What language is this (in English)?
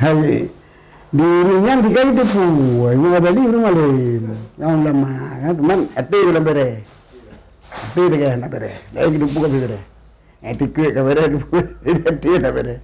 Achinese